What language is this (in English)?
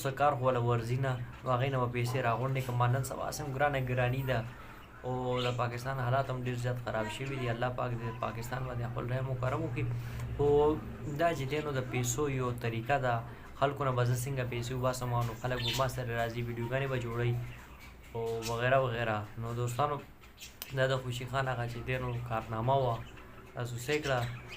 Pashto